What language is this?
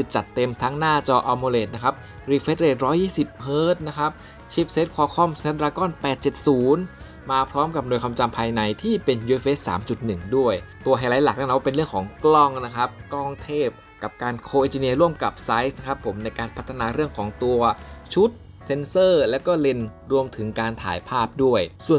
Thai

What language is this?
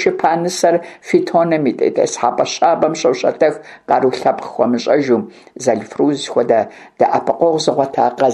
Kabardian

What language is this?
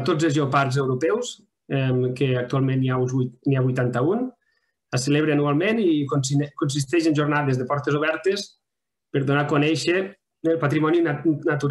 Catalan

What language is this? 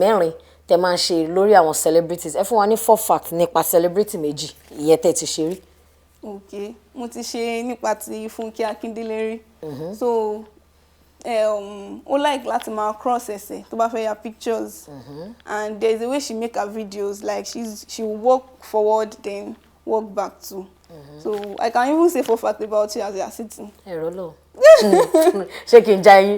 Yoruba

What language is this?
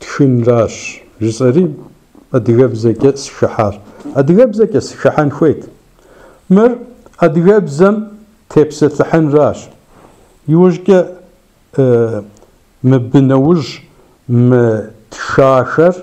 Kabardian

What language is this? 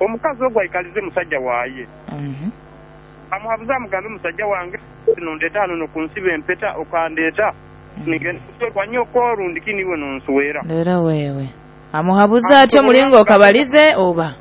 Nyoro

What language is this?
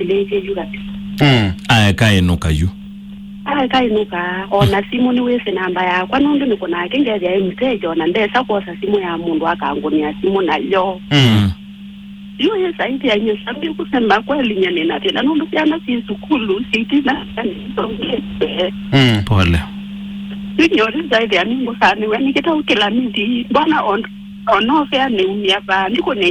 Kamba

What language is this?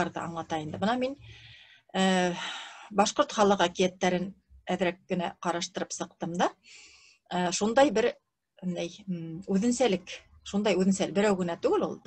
Bashkir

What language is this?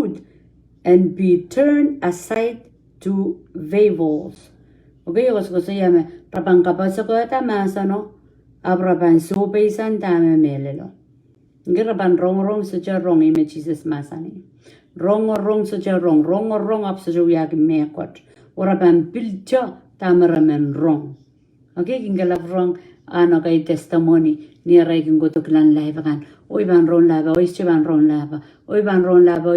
Pohnpeian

